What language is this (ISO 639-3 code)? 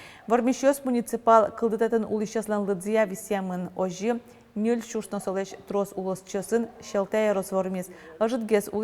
udm